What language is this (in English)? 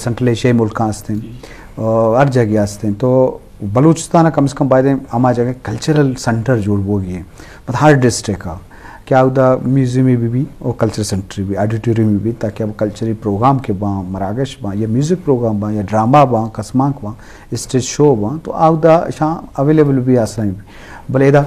Eastern Balochi